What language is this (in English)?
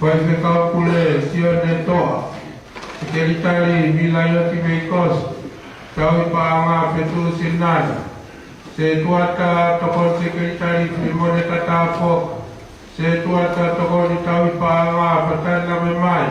Tongan